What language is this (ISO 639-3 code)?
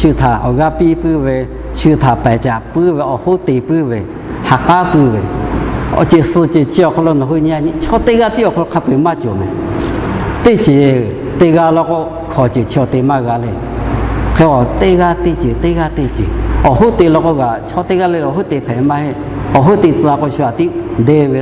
lhu